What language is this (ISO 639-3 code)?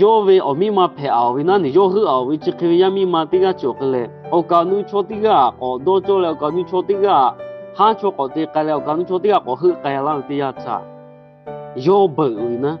lhu